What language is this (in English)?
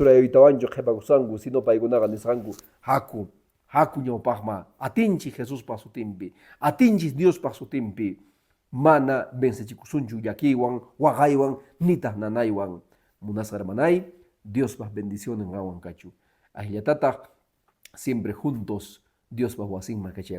Quechua